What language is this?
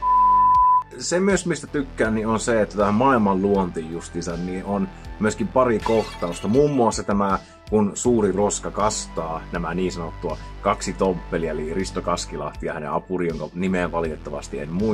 Finnish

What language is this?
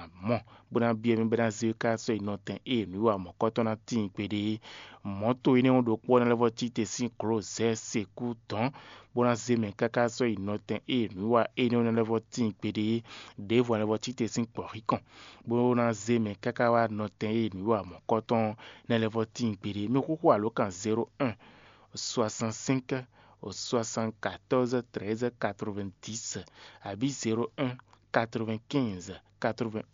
Fon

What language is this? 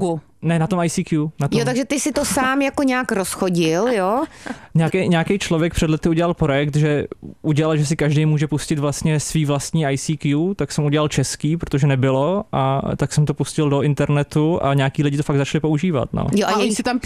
Czech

